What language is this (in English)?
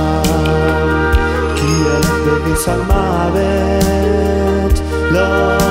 Hebrew